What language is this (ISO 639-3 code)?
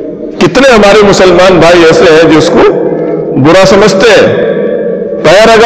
urd